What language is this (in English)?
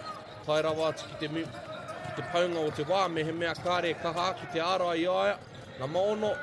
Māori